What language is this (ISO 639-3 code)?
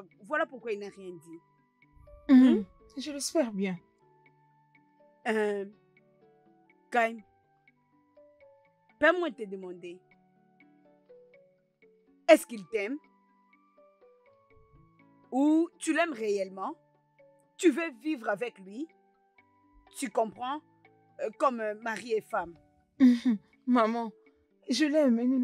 fra